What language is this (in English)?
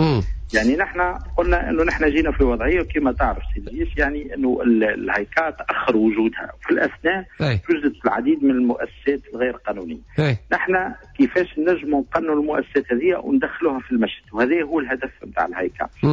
Tunisian Arabic